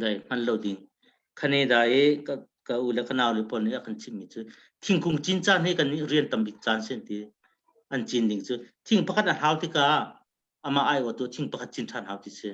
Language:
Hakha Chin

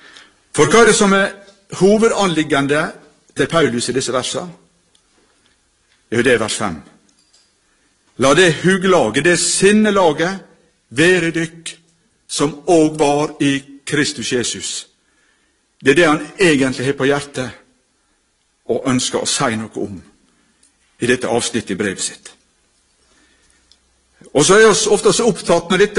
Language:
Norwegian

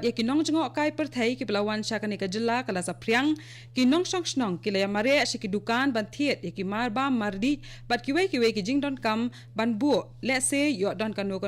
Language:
Khasi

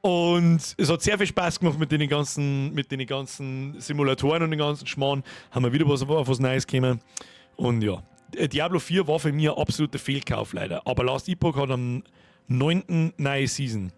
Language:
Bavarian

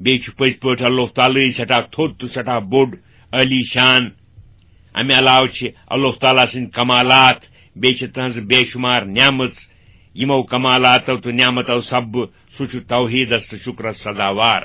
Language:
Kashmiri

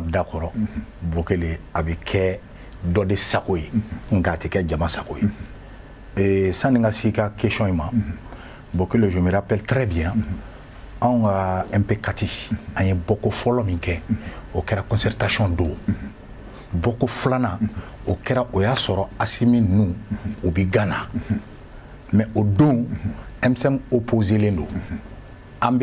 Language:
Bambara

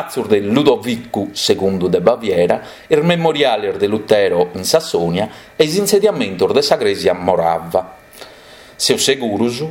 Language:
Sardinian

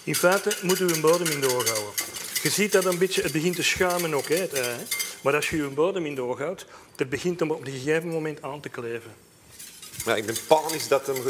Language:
Dutch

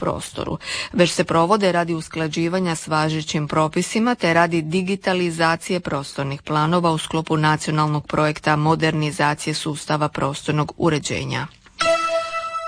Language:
Croatian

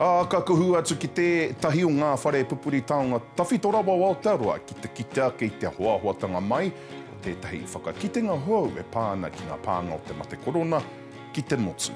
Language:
Māori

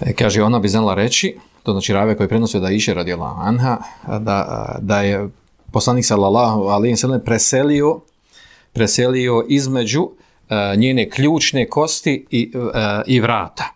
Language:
Bosnian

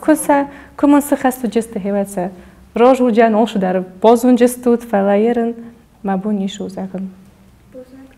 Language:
Ossetic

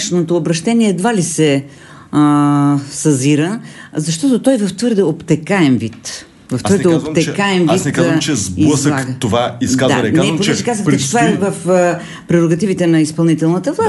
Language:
Bulgarian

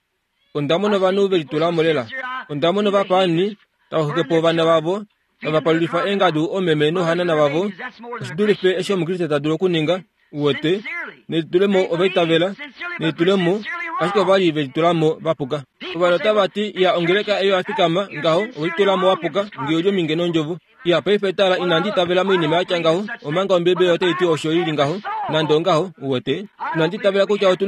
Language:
Kuanyama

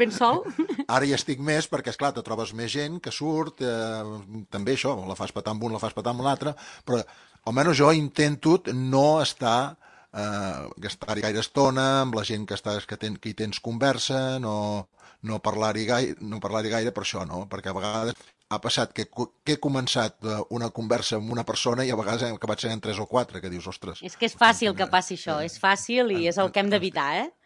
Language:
Catalan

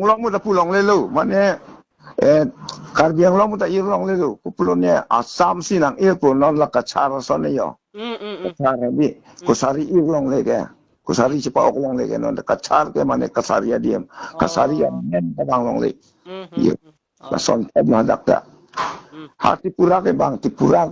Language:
Karbi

